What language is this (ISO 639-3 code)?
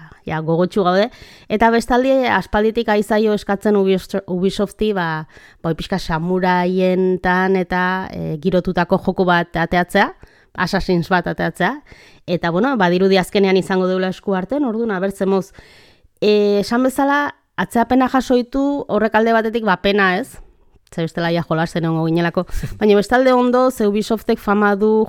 eus